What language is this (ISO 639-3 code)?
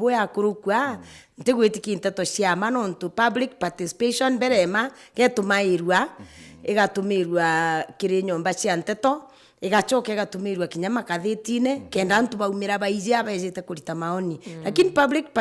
mer